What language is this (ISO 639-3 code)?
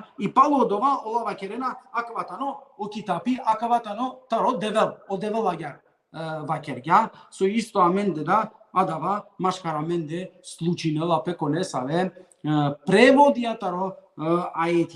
rmn